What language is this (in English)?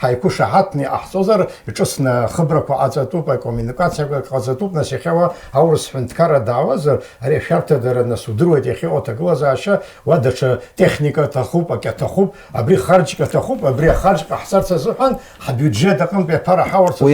Abkhazian